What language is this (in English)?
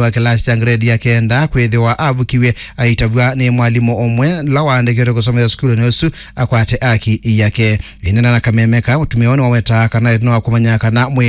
Kamba